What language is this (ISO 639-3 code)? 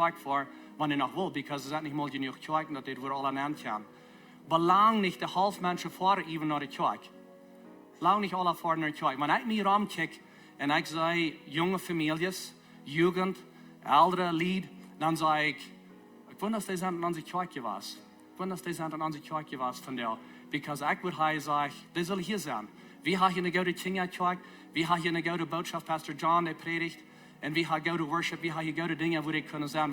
pdt